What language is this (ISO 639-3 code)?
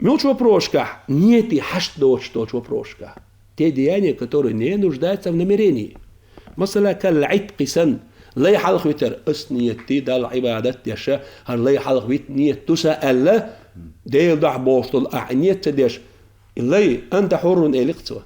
che